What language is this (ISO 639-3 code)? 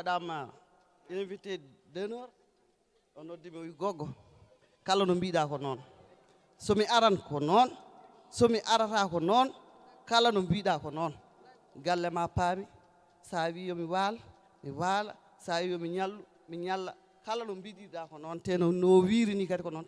ful